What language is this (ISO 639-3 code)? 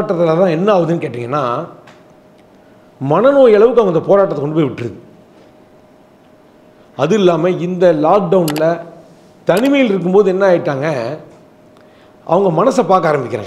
tam